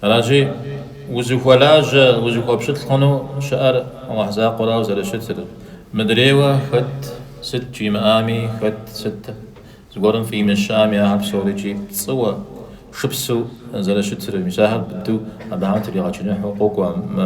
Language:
Kabardian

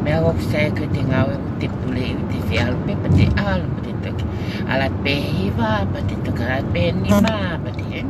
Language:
Tongan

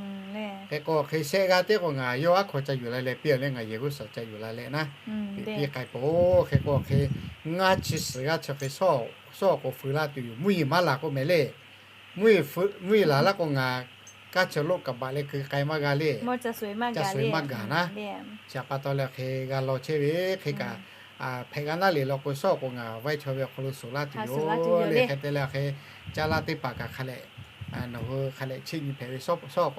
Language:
Lahu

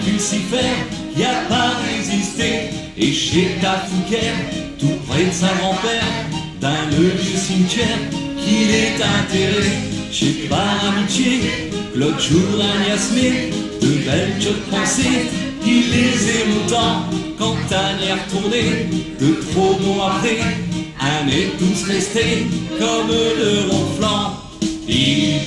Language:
Picard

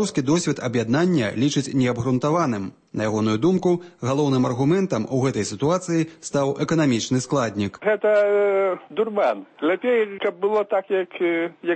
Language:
Belarusian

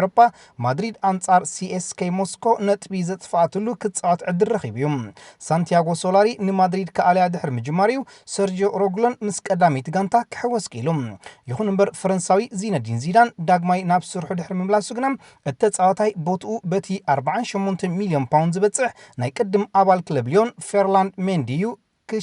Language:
Tigrinya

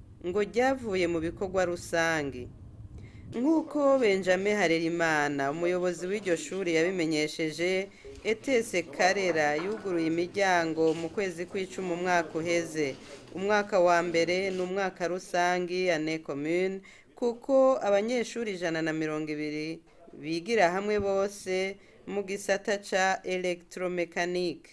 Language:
Rundi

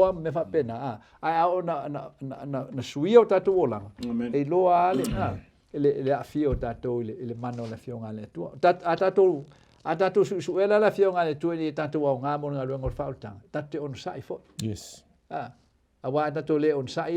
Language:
Samoan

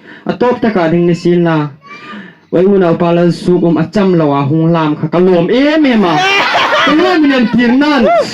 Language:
Hmar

